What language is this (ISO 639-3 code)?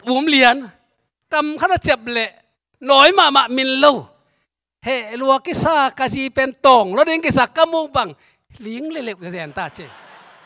ctd